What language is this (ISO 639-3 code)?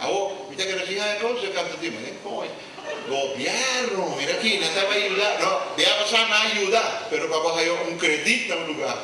pap